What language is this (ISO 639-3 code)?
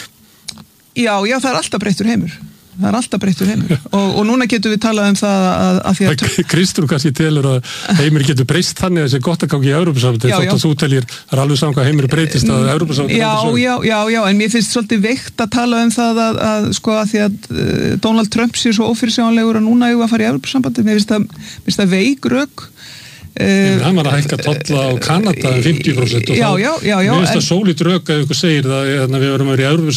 isl